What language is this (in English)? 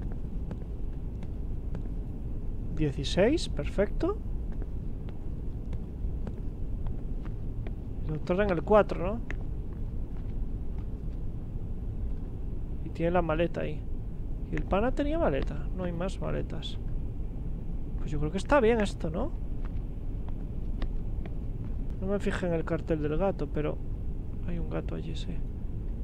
Spanish